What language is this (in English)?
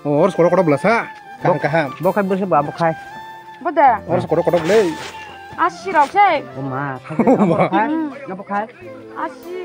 Kok Borok